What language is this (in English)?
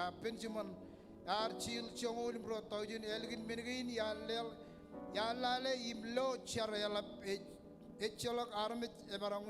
Marshallese